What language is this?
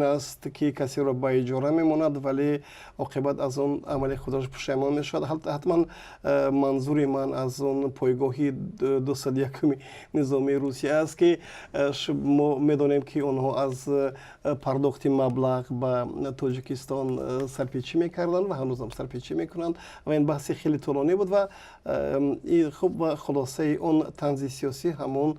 Tajik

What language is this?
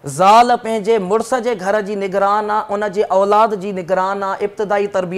Sindhi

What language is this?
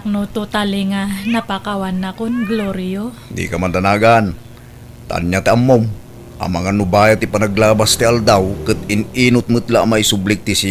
Iloko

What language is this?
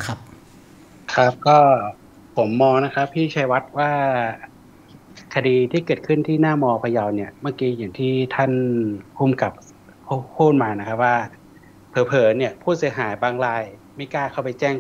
Thai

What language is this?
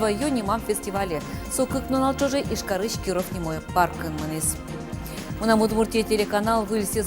Udmurt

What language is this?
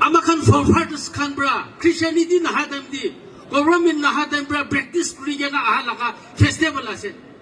Naga Pidgin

